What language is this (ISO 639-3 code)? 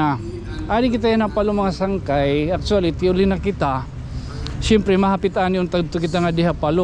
war